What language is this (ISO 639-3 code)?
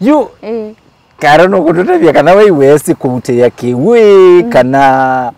kam